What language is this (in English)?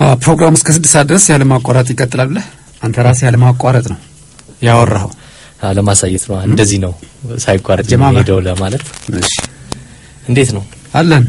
Amharic